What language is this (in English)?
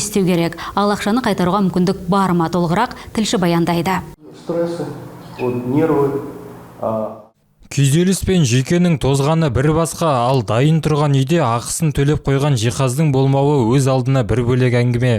Kazakh